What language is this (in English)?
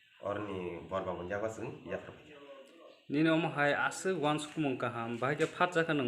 Kok Borok